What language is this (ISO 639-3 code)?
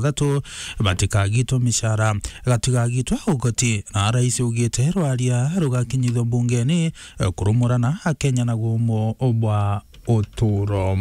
mer